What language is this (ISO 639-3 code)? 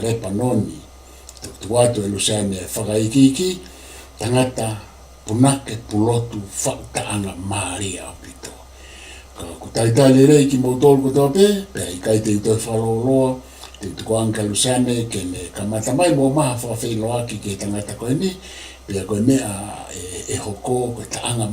ton